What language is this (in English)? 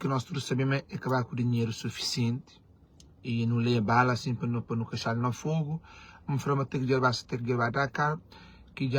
Kabuverdianu